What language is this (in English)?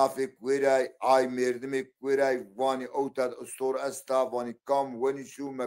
Zaza